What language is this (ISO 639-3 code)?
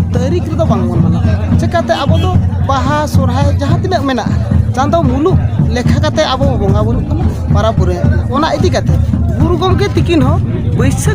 sat